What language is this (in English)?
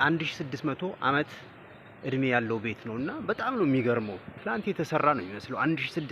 Amharic